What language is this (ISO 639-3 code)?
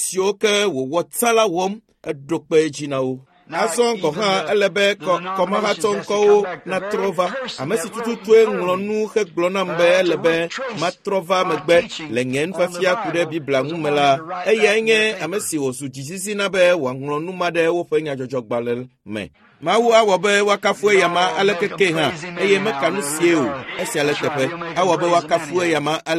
ewe